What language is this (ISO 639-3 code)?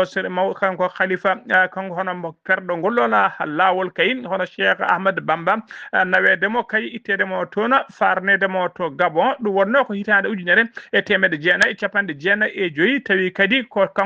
ful